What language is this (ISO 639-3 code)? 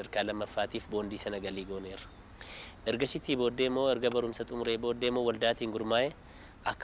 orm